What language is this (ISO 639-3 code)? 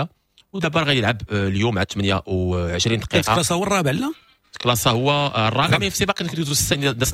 ary